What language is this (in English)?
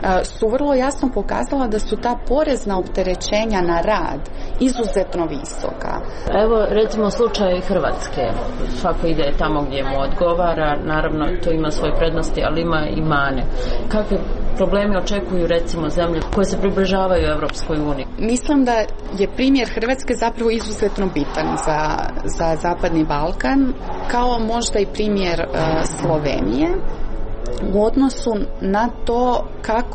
Croatian